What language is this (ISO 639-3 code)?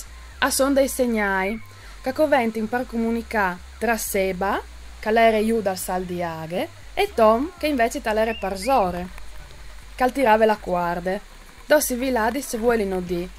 fur